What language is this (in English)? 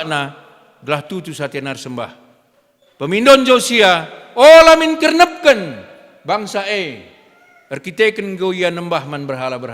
Batak Karo